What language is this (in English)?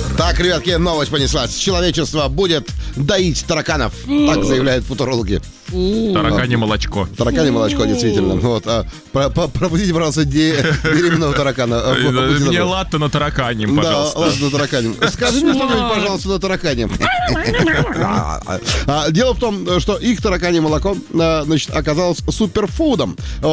Russian